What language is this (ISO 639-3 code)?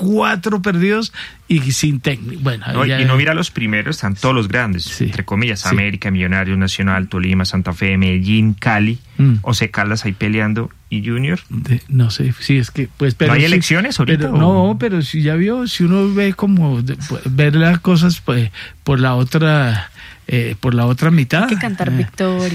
spa